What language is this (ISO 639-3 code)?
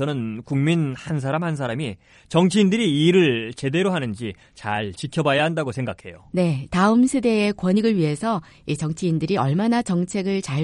kor